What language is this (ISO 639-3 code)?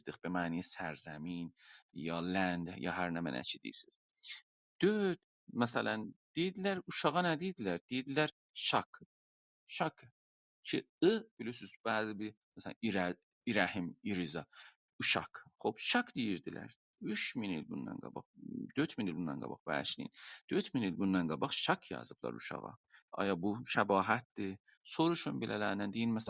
azb